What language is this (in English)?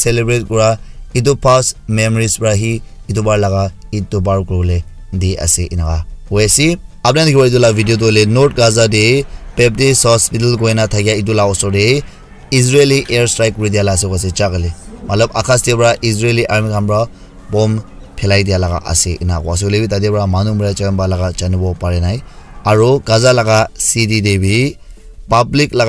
Naga Pidgin